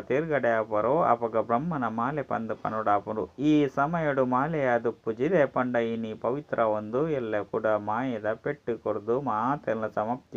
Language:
Tulu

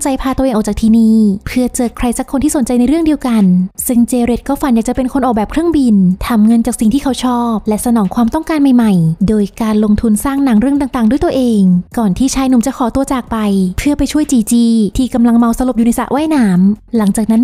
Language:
Thai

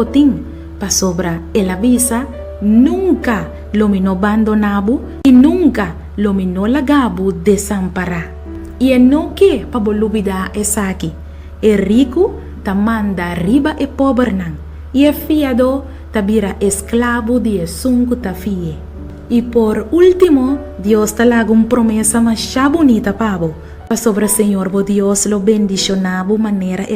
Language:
Papiamento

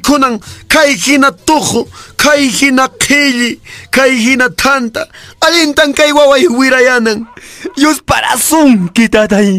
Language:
Quechua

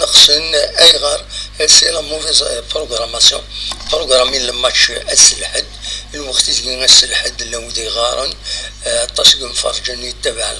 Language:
Kabyle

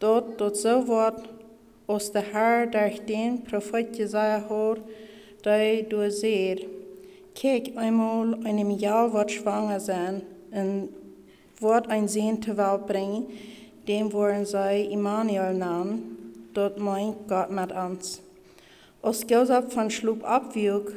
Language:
Plautdietsch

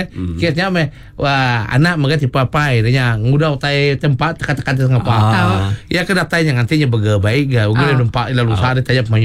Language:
Iban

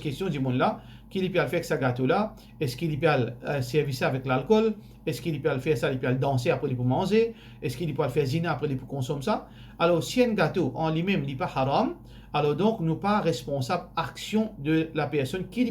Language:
Morisyen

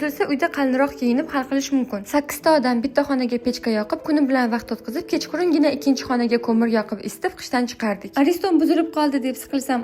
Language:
Uzbek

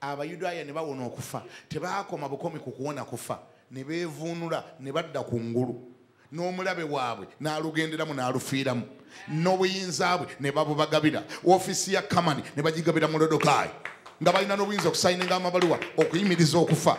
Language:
Ganda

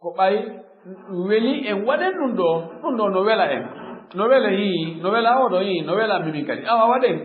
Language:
Fula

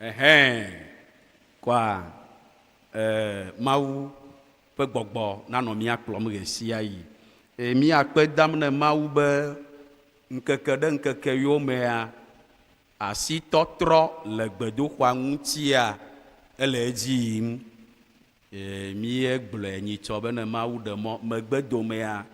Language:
Ewe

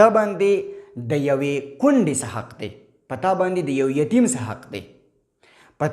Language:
Pashto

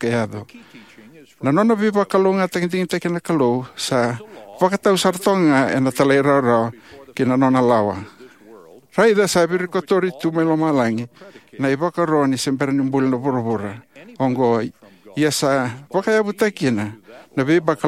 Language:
Fijian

